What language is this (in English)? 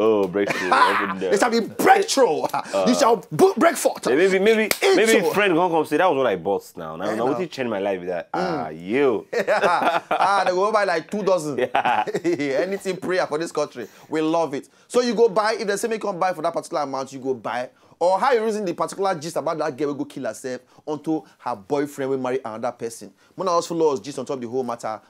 Nigerian Pidgin